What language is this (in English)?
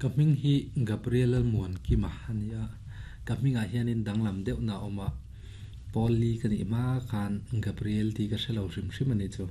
Mizo